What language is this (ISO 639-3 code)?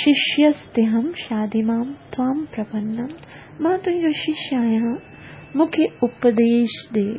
snd